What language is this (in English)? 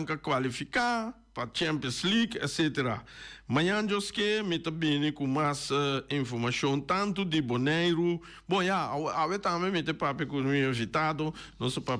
Papiamento